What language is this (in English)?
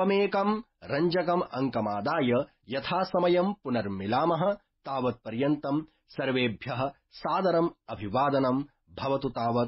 Sanskrit